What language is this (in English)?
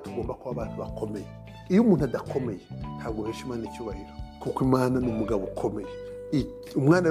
Kinyarwanda